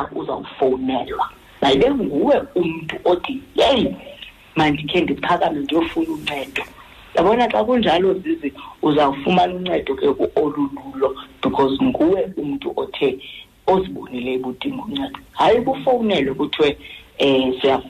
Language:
Xhosa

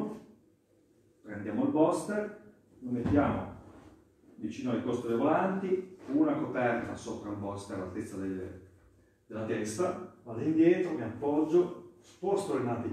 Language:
Italian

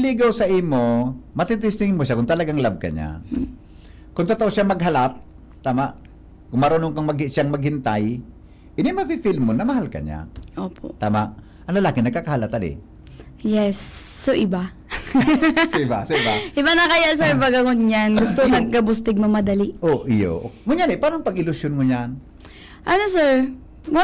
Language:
Bikol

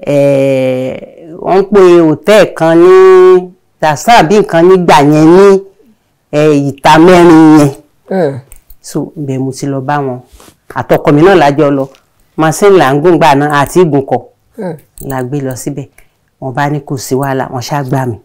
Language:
Yoruba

